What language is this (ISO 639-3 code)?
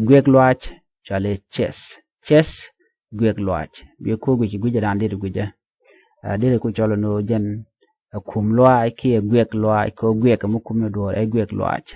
nus